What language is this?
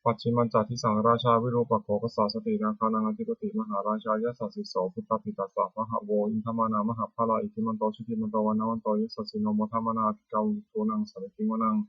Pali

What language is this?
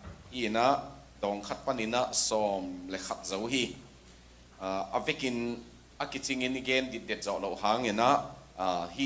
Tedim Chin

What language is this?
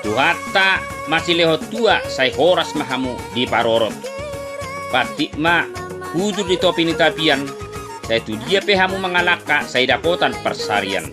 Batak Toba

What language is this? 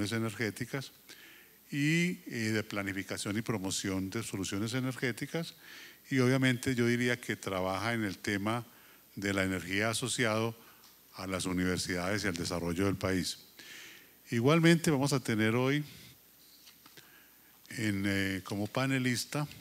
Spanish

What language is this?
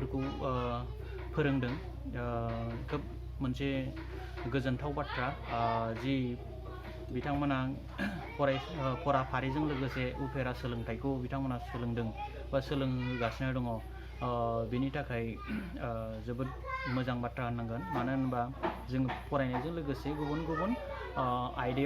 Bodo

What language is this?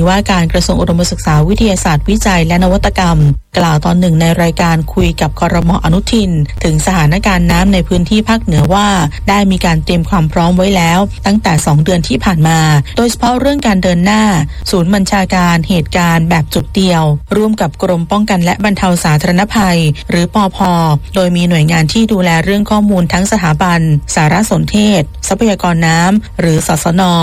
Thai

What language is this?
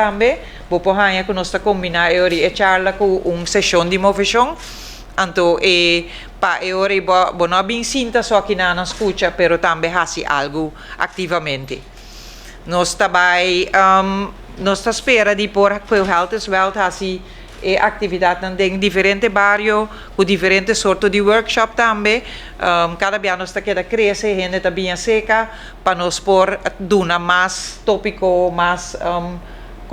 Papiamento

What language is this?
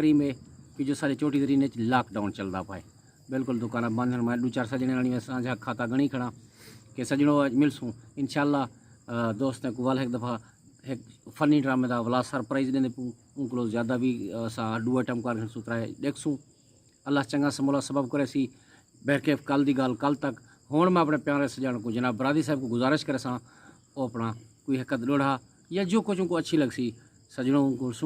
Saraiki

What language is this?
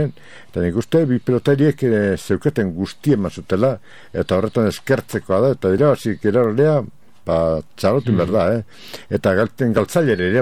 Basque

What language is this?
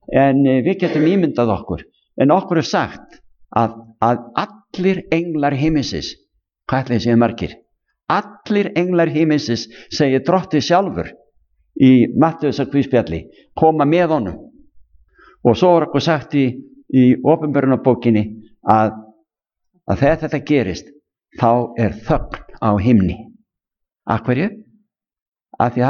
Icelandic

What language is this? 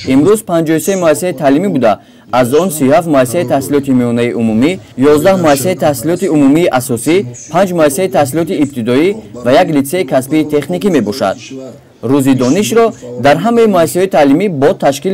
Tajik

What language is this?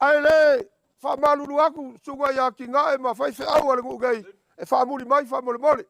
Samoan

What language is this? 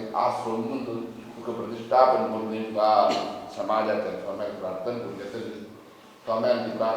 Konkani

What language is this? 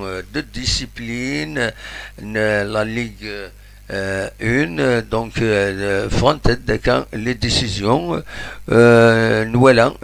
Kabyle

